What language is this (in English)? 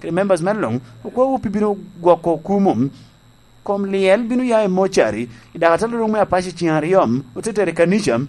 Lango (Uganda)